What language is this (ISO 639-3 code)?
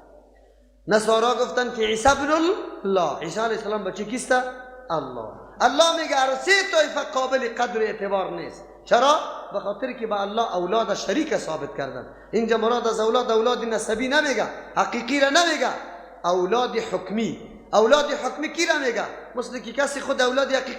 fas